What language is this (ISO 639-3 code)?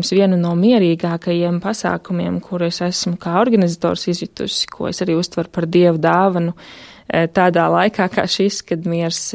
lav